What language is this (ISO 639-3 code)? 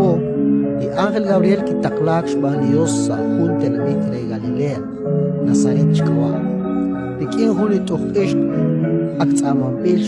kek